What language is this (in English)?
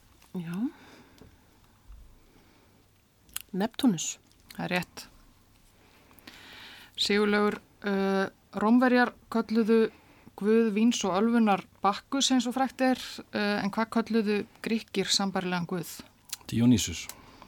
Icelandic